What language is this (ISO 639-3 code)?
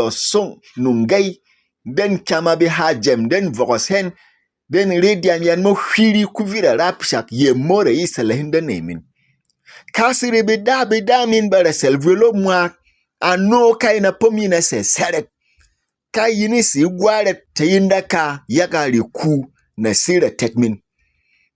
bom